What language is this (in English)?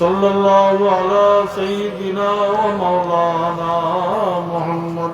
Sylheti